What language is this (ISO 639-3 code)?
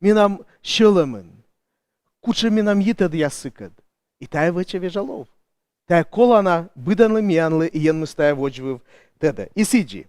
kom